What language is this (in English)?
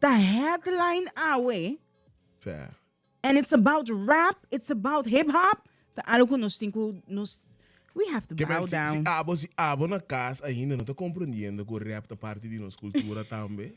Papiamento